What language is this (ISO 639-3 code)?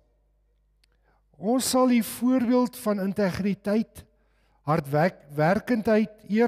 afr